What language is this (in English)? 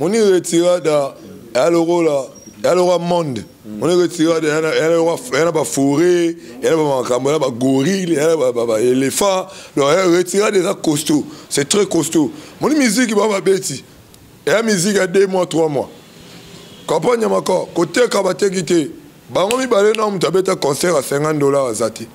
Lingala